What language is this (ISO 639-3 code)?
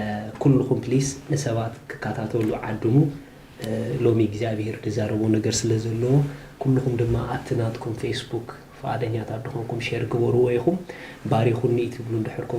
tir